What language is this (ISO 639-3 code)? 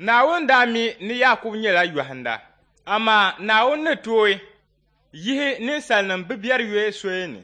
dag